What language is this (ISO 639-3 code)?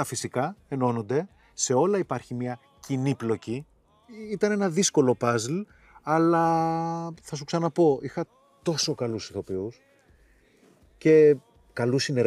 ell